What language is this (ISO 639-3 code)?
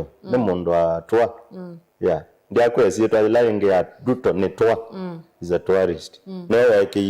kam